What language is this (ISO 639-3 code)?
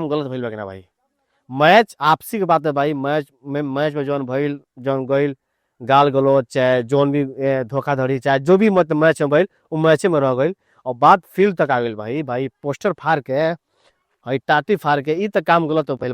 bho